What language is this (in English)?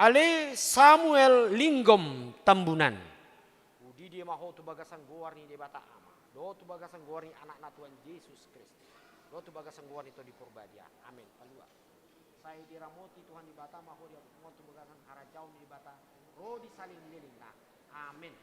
Batak Toba